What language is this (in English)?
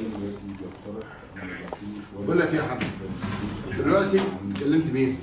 Egyptian Arabic